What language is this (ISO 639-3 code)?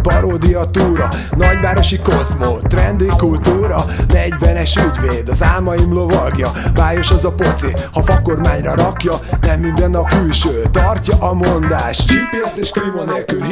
hun